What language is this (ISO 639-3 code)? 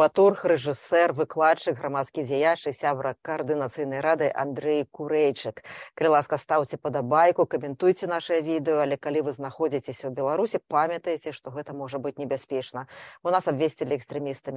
bel